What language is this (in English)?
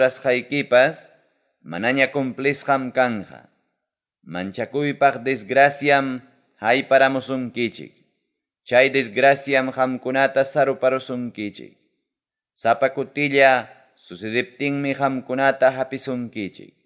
Ayacucho Quechua